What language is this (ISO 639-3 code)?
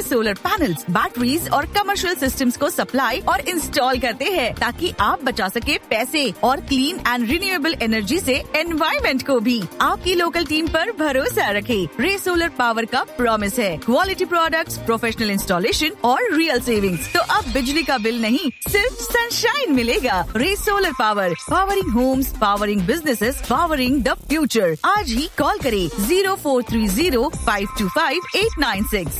hin